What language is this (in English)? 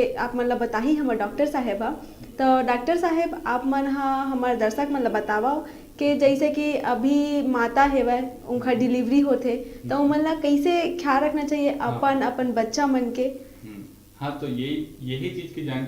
Chhattisgarhi